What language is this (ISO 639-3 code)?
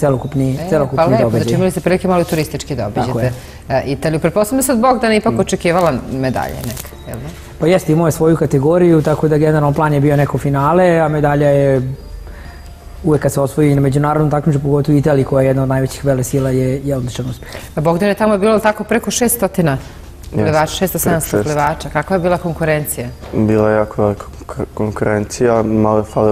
srp